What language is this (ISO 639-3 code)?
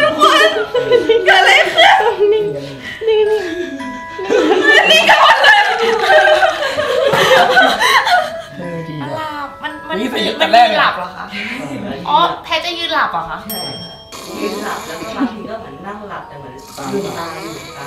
tha